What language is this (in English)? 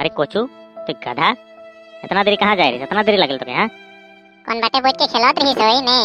Sadri